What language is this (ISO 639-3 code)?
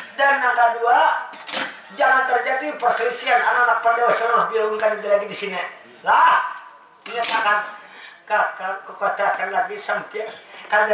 bjn